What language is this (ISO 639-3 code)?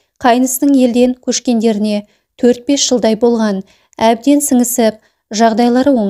kaz